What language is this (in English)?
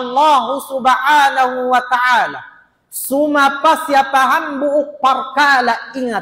Tausug